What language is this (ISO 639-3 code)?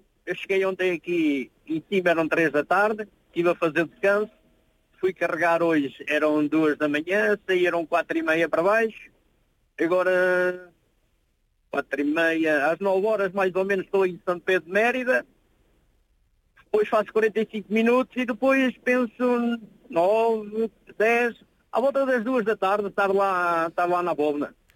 por